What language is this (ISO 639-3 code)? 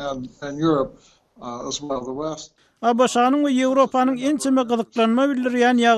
tuk